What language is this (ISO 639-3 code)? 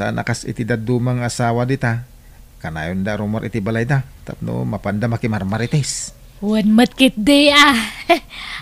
ilo